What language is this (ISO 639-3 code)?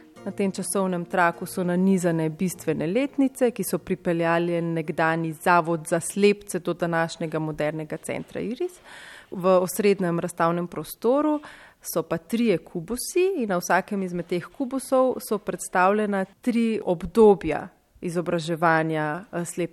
slv